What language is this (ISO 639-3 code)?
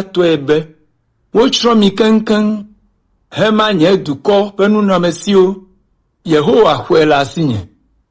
ewe